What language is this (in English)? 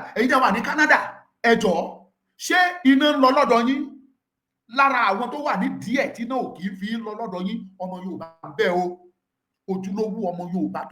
Yoruba